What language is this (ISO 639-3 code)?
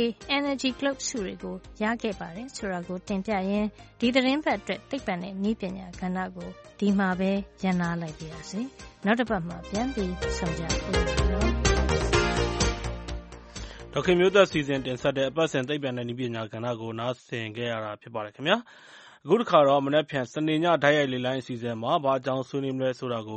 mya